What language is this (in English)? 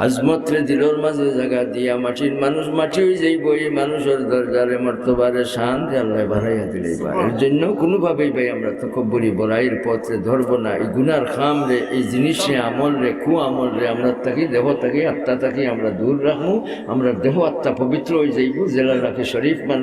Sylheti